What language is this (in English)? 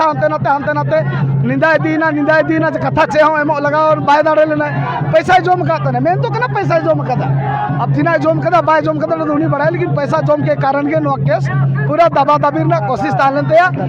Santali